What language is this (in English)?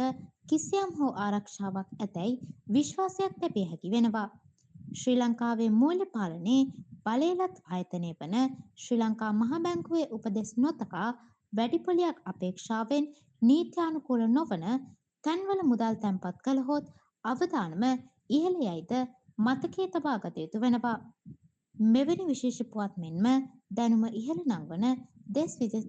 Sinhala